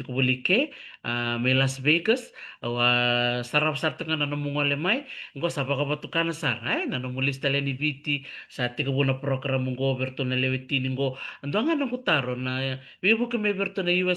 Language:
Fijian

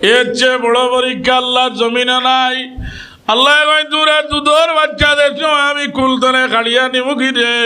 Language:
Sylheti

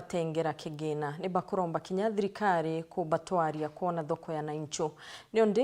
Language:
Meru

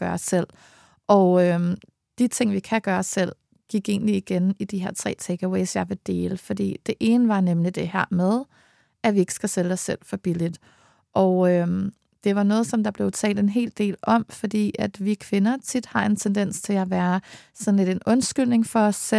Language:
Danish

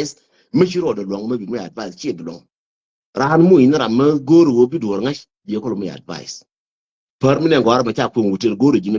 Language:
Nuer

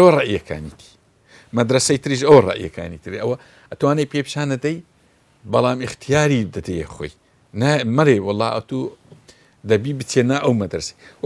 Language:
Central Kurdish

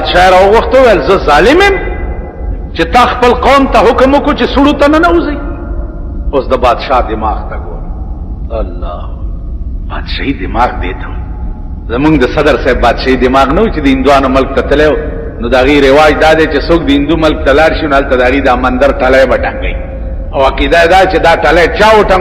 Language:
Pashto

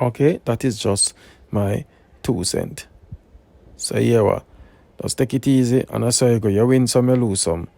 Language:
Jamaican Creole English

